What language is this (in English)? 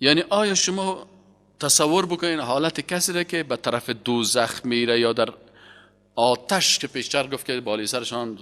Persian